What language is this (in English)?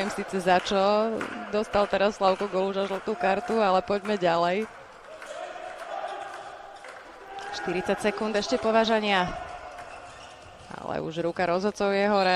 Slovak